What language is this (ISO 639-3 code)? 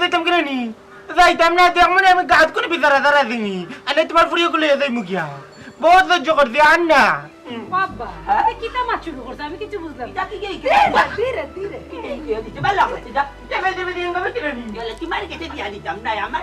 syl